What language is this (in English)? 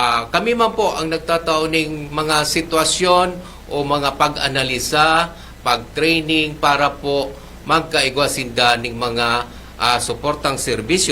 Bikol